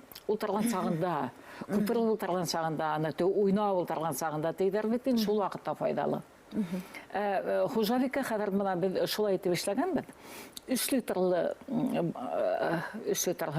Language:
Bashkir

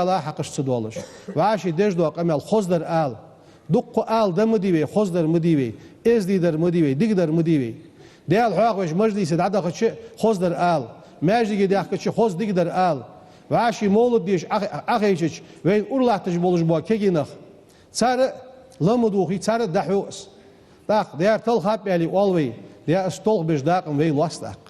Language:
Ingush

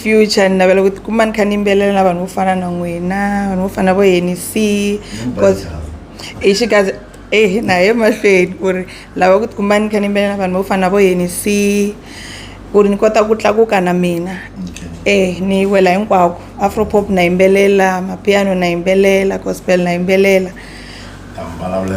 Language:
Tsonga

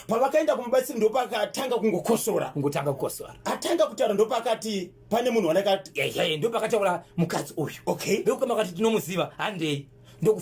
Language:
Shona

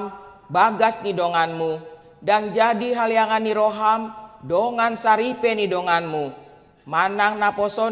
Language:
Batak Toba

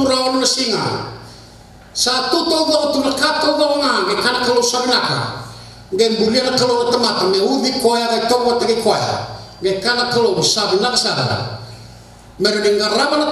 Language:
Fijian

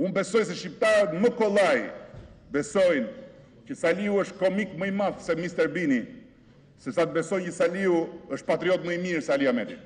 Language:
Albanian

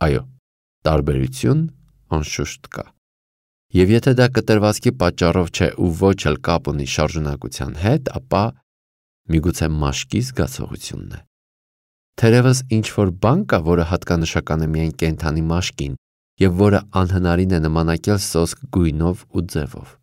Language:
Armenian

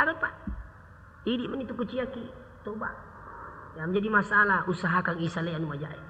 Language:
Buginese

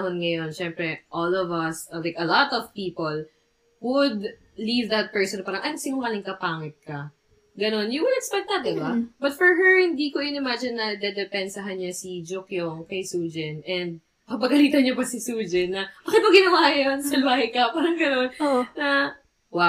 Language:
Filipino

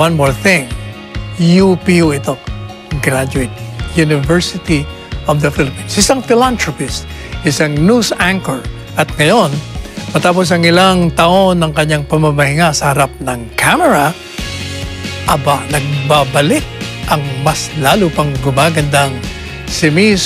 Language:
Filipino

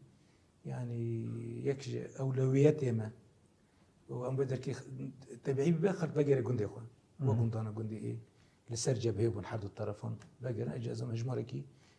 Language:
Kurdish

